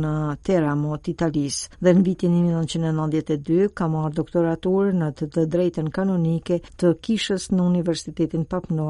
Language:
Albanian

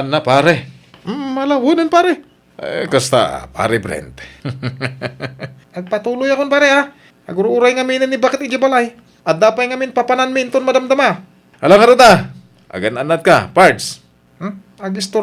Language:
Iloko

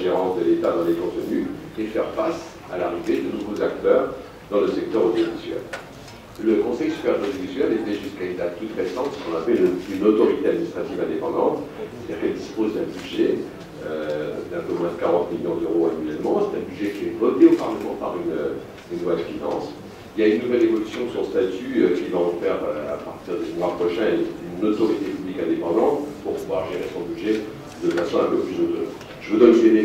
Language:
French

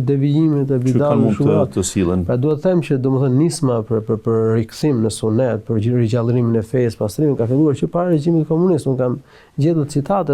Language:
Albanian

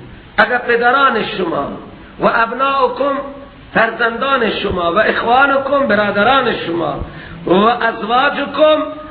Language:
Persian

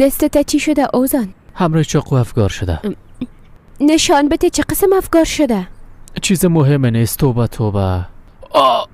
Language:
Persian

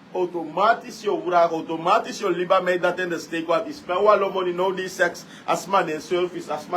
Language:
Sranan Tongo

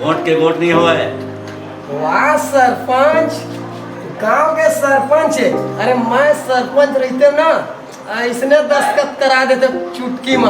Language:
Chhattisgarhi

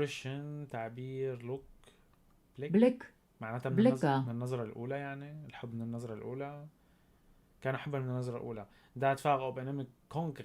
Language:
North Levantine Arabic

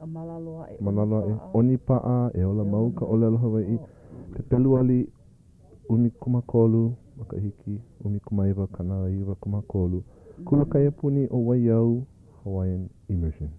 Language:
Hawaiian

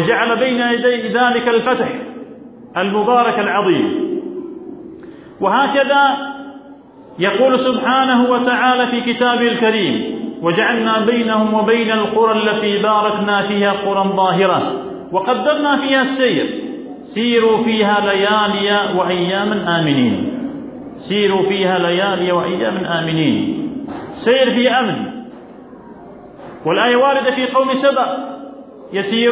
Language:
Arabic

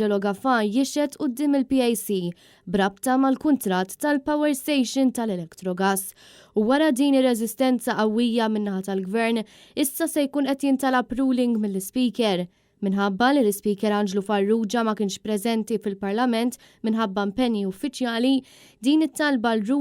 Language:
Maltese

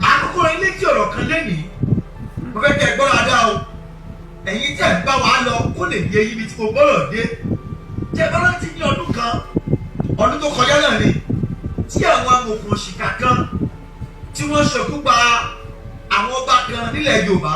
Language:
Yoruba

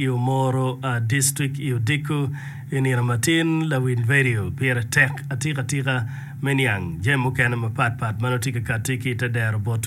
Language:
Acoli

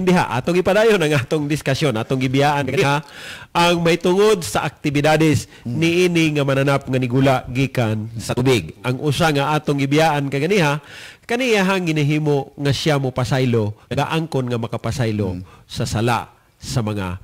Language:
Cebuano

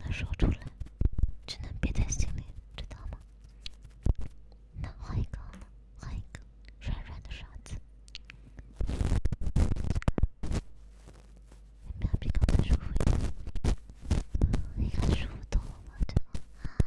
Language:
Chinese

